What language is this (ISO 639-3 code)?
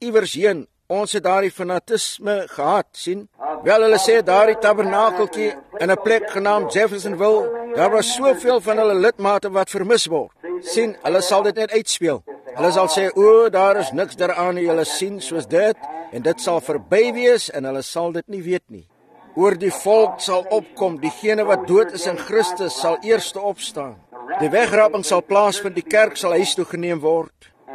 afr